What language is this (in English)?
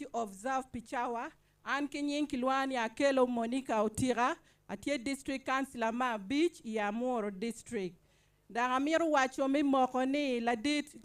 Acoli